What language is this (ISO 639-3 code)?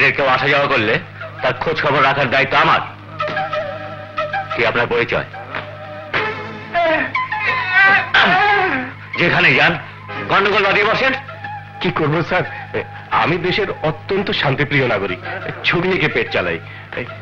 ben